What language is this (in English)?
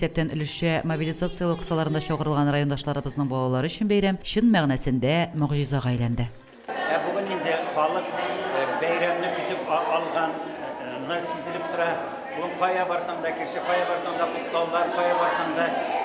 Tatar